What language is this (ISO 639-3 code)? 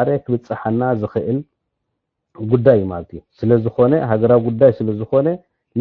tir